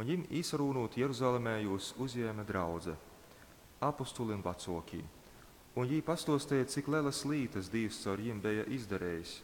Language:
Latgalian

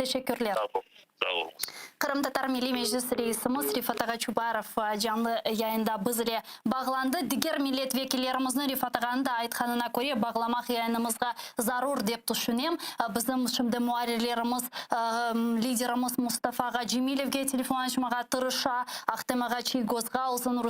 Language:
Crimean Tatar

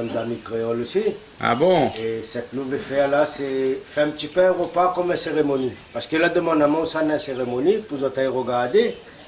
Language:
Réunion Creole French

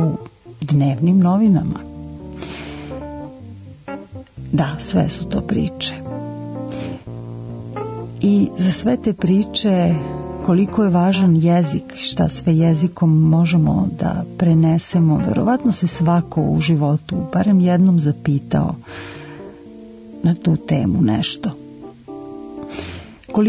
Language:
Serbian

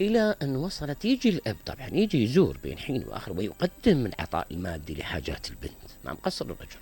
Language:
Mesopotamian Arabic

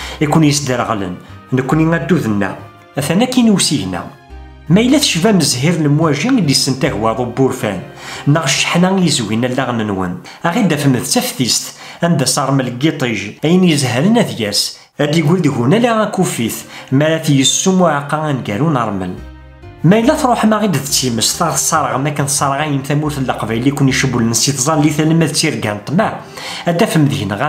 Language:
Kabyle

